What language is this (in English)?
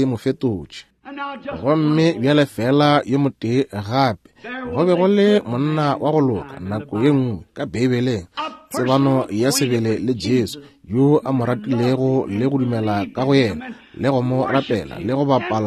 Northern Sotho